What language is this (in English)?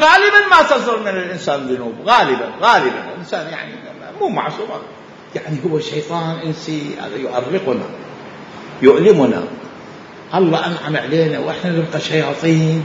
Mesopotamian Arabic